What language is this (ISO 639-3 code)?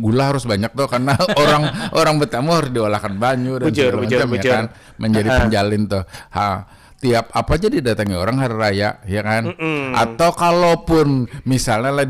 bjn